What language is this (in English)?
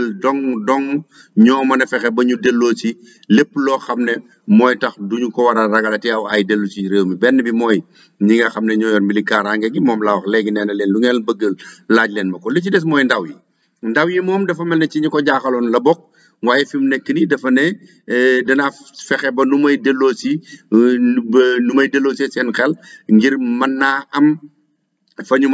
Wolof